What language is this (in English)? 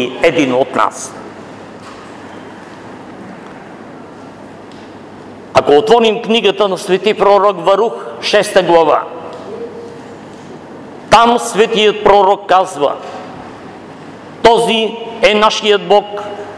Bulgarian